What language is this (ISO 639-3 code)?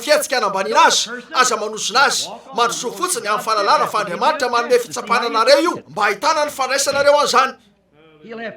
mlg